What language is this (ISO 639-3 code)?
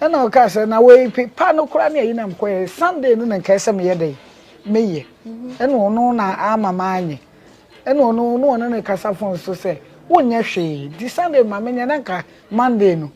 aka